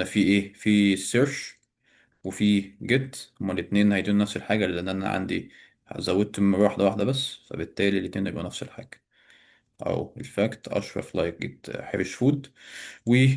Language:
Egyptian Arabic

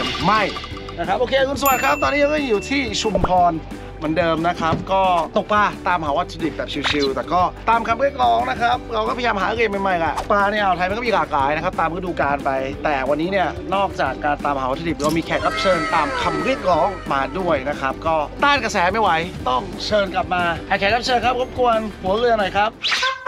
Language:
Thai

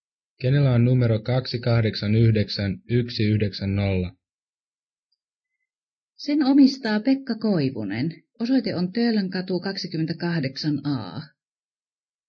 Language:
Finnish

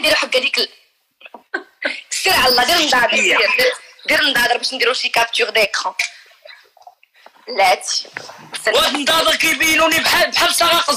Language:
Moroccan Arabic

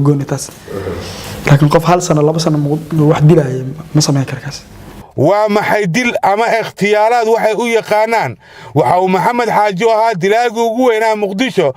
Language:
Somali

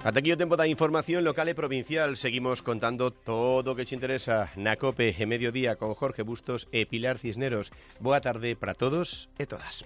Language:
Galician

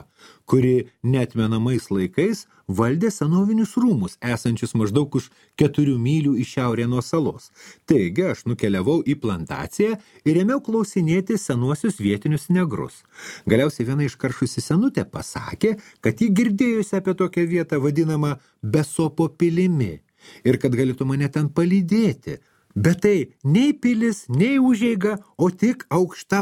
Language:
Lithuanian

